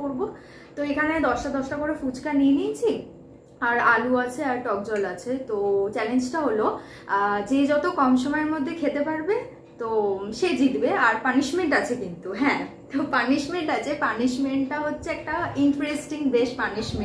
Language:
Bangla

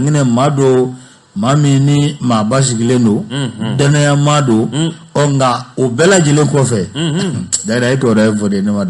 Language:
Bambara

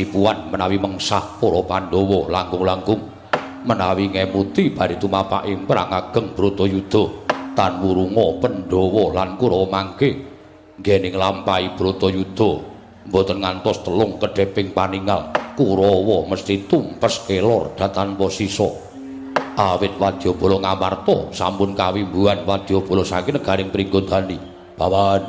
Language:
Javanese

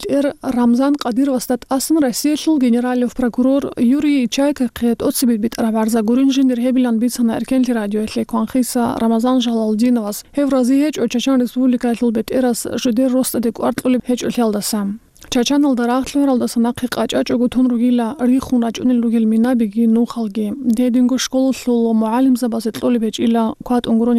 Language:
Avaric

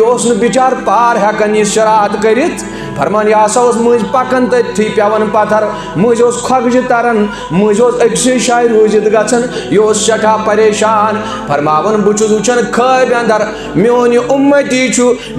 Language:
Kashmiri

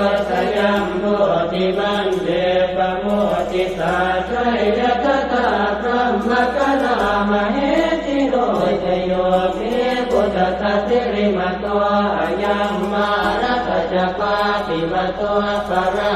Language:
Pali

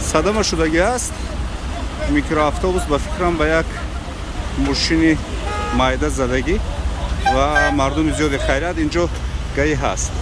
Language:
Tajik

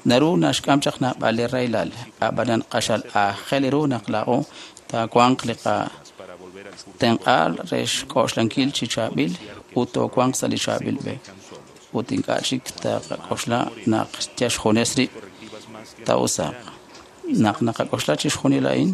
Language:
Kekchí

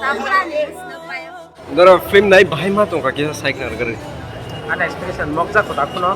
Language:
Kok Borok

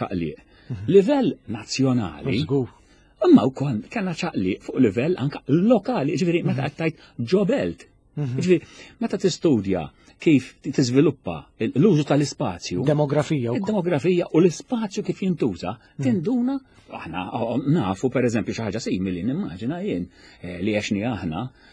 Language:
Maltese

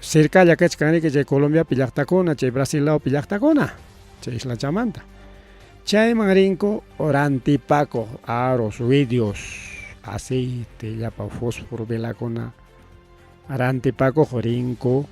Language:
Ayacucho Quechua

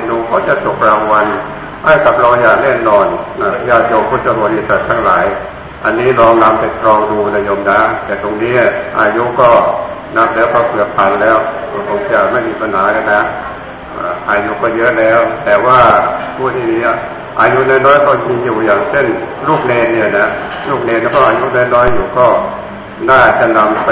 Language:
Thai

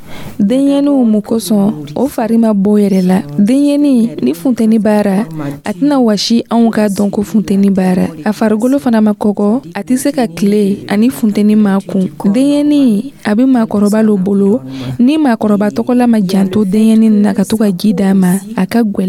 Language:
Dyula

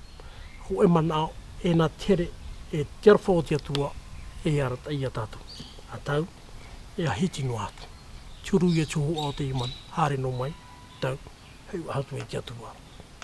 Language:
Tahitian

